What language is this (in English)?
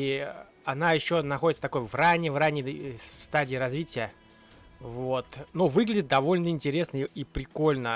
Russian